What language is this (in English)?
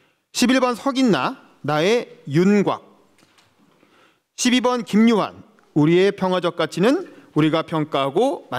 Korean